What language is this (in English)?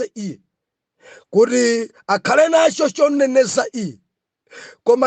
Nyanja